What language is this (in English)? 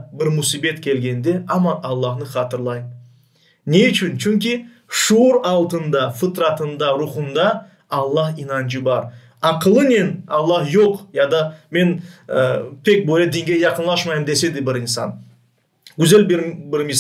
Crimean Tatar